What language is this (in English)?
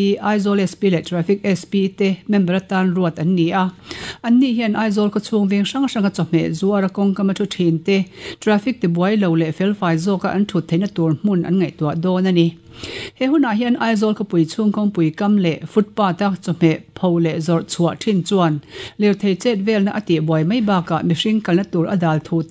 Mizo